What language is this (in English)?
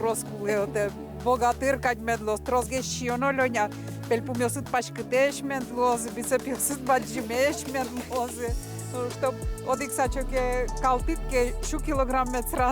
Udmurt